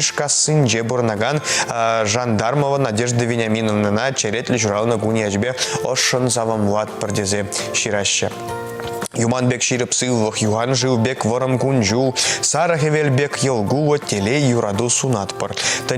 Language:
Chuvash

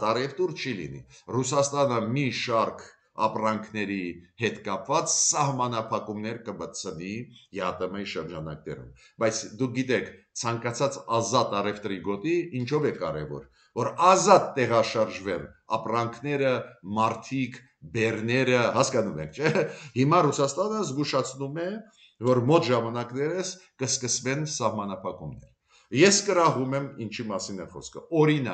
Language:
Armenian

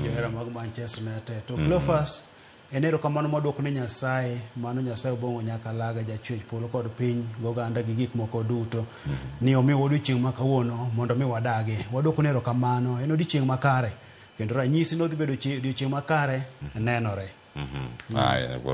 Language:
Luo (Kenya and Tanzania)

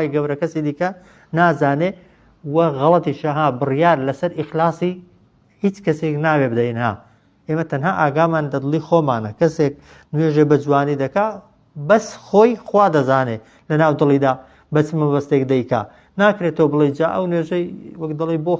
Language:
Central Kurdish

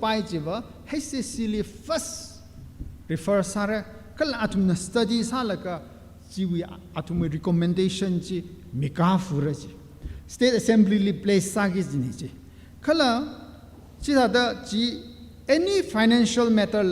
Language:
Tangkhul Naga (India)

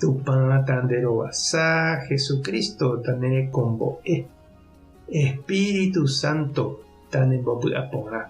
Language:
Guarani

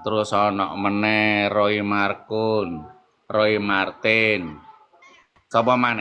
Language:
Javanese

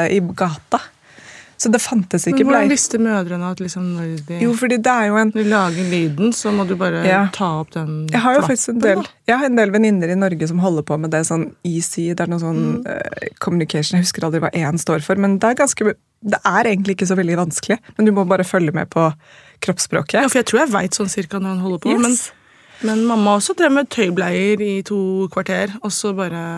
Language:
Norwegian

